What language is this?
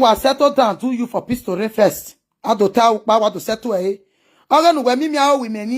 Nigerian Pidgin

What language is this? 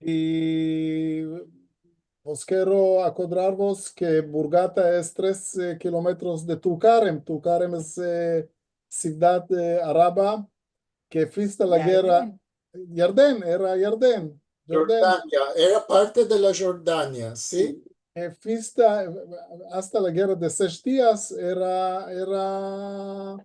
Ladino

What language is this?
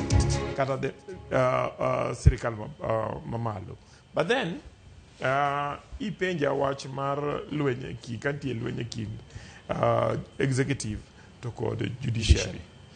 Luo (Kenya and Tanzania)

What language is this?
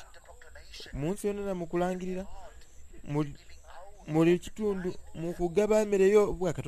Soga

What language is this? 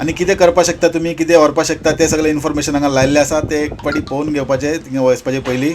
Konkani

